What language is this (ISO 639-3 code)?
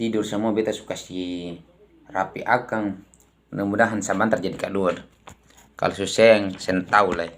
abs